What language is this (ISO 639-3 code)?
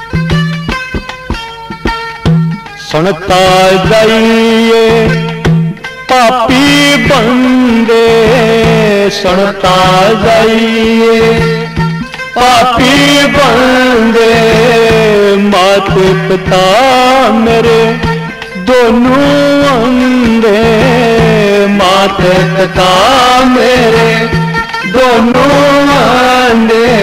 hin